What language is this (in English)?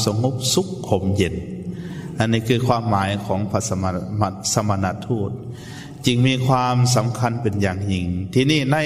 Lao